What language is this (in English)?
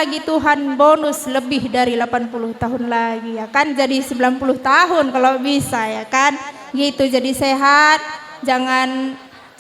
Batak Karo